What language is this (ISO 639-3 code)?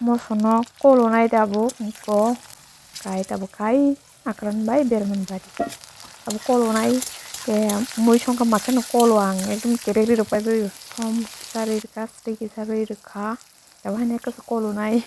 trp